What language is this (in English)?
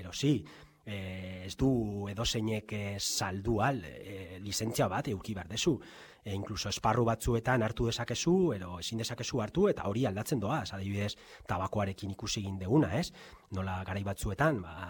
Basque